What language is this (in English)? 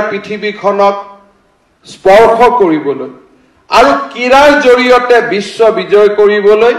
Assamese